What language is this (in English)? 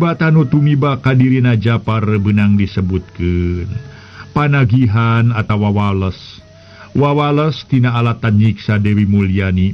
Sundanese